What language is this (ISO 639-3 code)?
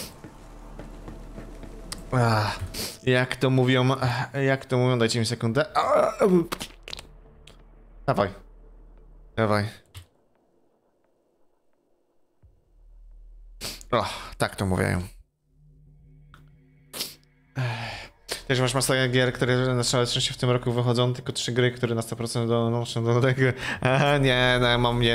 pol